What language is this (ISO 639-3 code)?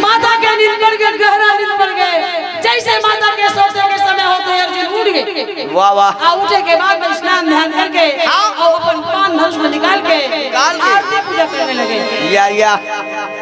hne